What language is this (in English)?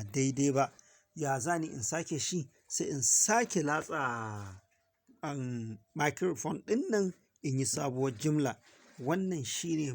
Hausa